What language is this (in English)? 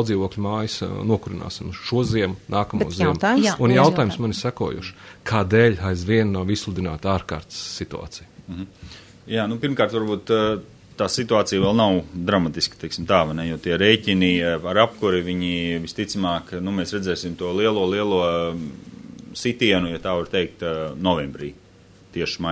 Latvian